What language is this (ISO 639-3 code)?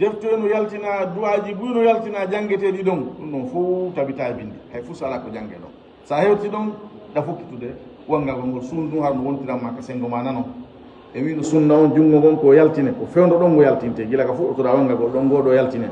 ful